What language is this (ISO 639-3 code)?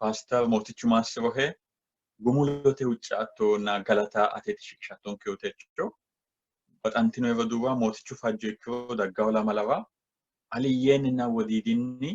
sid